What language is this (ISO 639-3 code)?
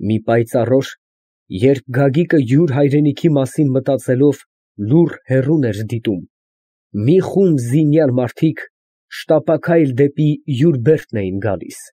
hye